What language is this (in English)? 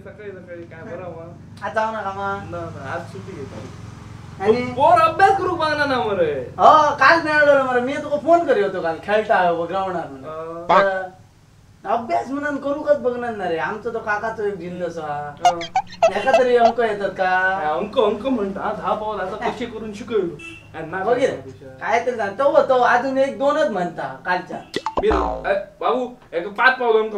Konkani